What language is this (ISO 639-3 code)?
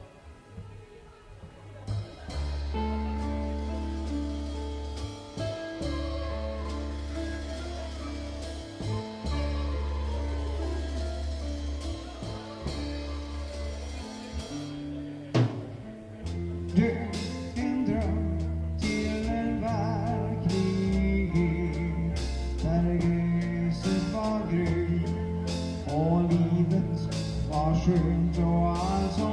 swe